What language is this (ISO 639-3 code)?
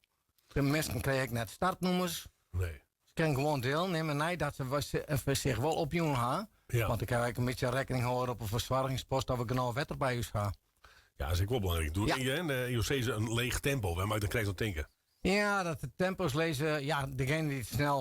fry